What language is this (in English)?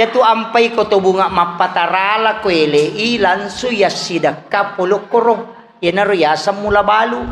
Buginese